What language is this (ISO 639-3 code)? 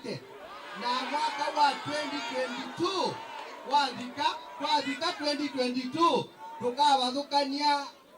kam